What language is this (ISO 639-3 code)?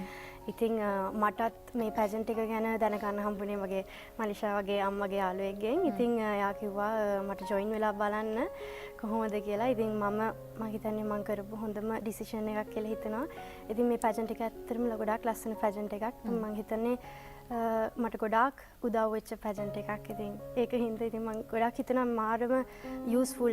sin